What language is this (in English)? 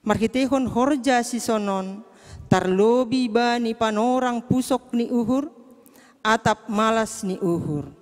Batak Simalungun